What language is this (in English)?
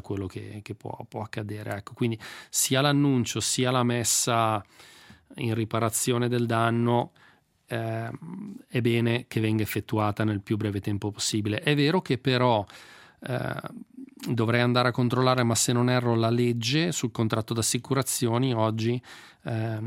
Italian